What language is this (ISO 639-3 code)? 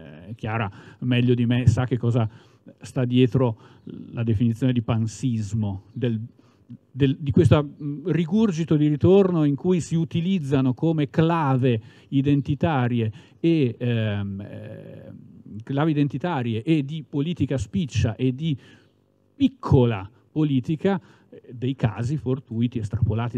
ita